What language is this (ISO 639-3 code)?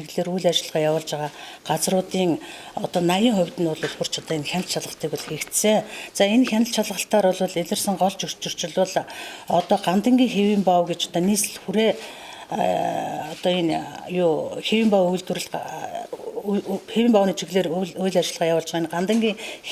mon